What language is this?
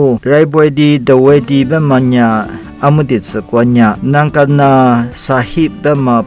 Lisu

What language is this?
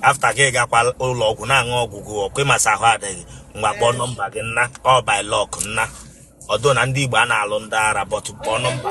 Igbo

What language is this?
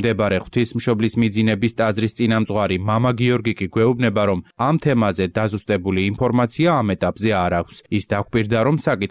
Georgian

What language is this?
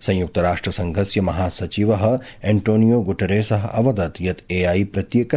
Sanskrit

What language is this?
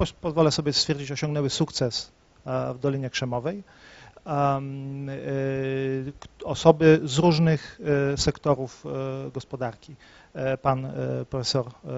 Polish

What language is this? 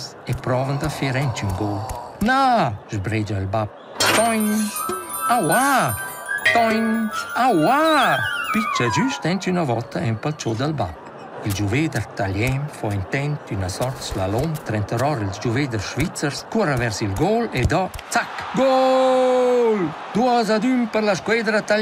Romansh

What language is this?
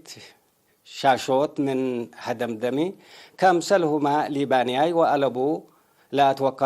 Tigre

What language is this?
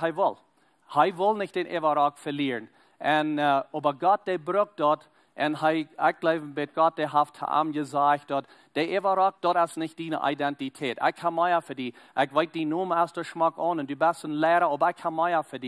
Plautdietsch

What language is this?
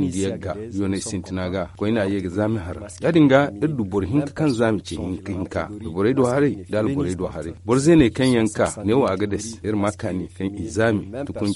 Zarma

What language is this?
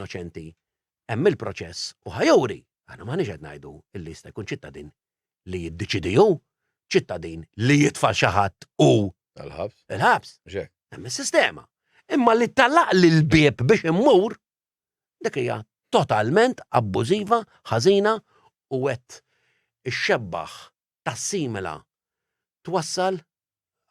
Maltese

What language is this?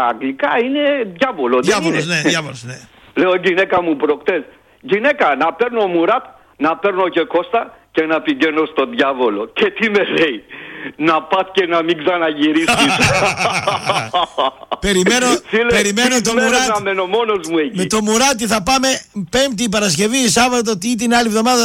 Greek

